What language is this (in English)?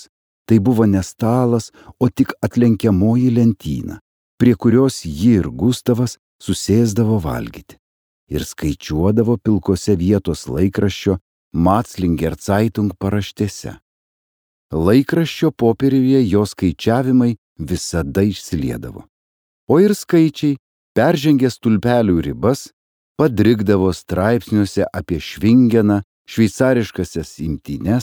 Lithuanian